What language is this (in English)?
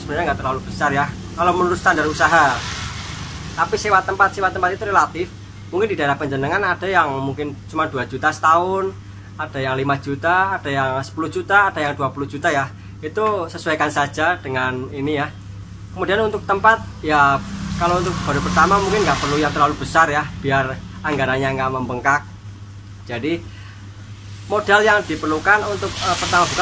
Indonesian